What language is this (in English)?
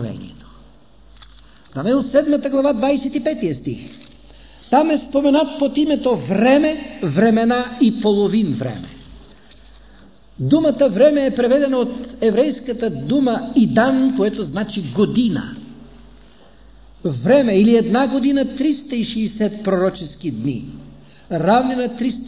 Bulgarian